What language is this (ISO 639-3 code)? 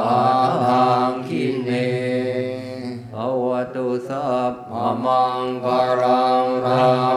tha